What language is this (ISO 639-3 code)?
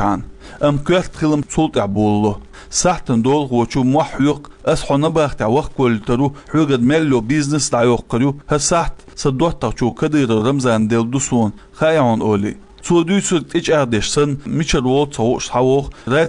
che